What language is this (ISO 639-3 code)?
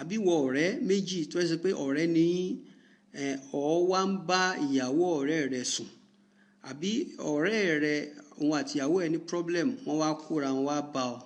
yor